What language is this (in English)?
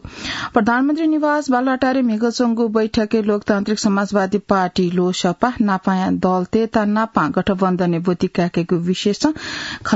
Newari